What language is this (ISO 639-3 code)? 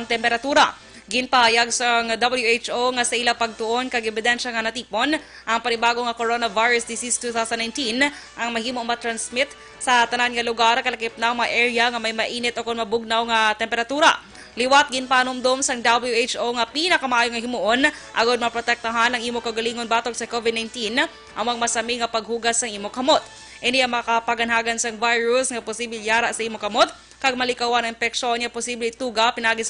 hil